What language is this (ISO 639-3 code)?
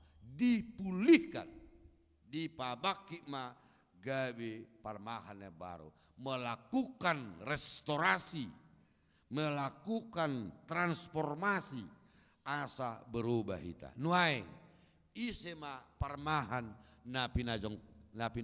bbc